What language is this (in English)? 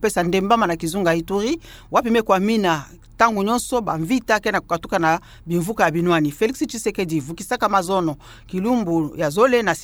Kituba (Democratic Republic of Congo)